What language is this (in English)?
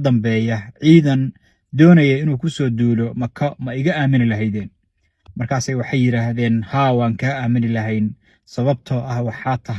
Somali